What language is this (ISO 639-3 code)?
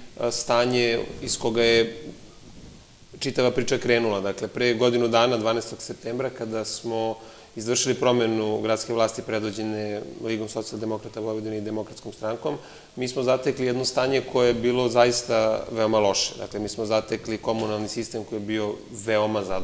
srp